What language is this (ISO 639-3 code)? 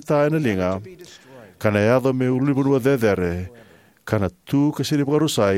fij